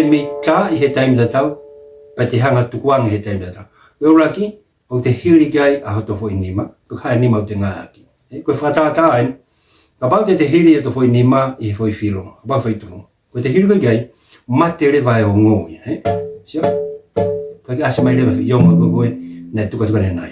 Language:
Tongan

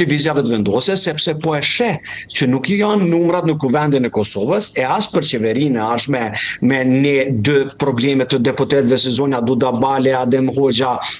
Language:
Albanian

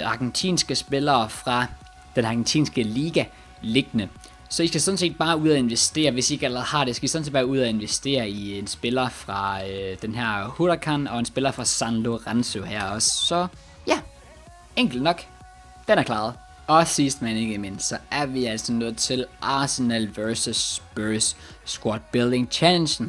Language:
Danish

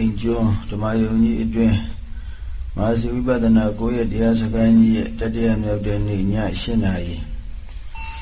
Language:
Burmese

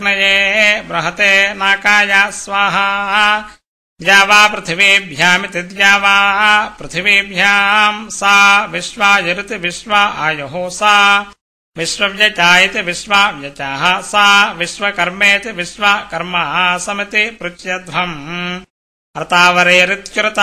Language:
Sanskrit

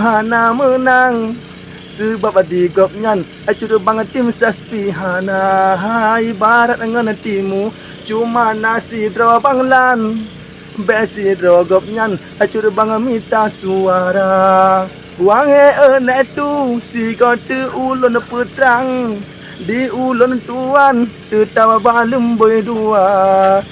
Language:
Achinese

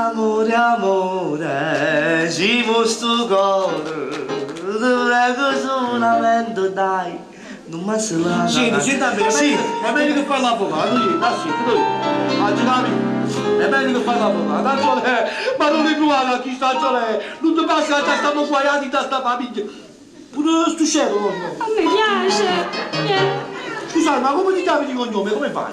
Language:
Neapolitan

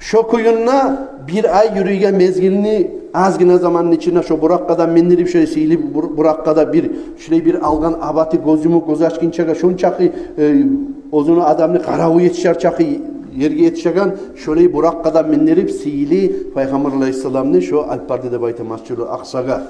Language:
Kumyk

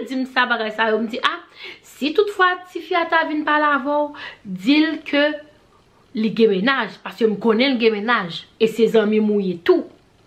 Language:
Haitian Creole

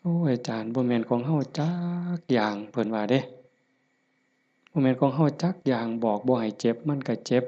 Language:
Lao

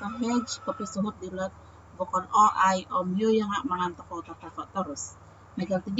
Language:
Central Dusun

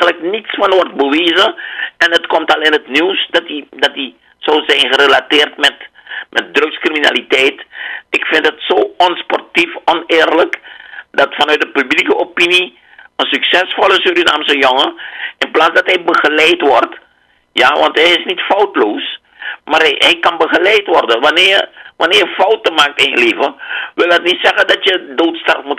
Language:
Dutch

